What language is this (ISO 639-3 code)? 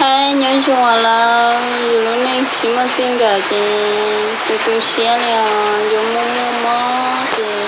hmn